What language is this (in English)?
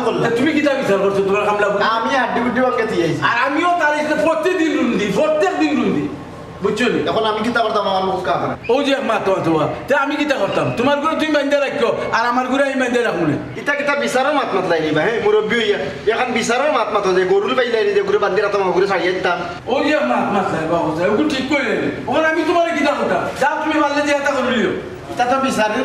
Sylheti